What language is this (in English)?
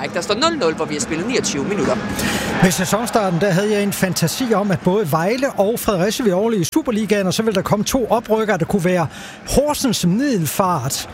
Danish